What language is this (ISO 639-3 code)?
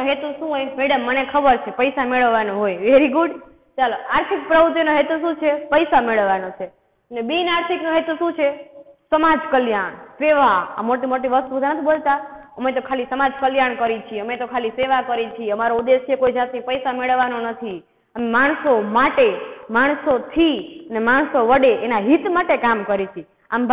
guj